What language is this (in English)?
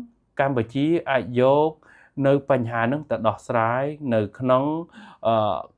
Khmer